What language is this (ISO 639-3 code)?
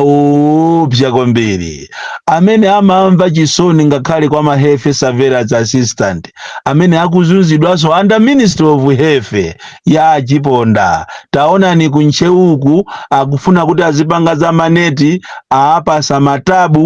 nya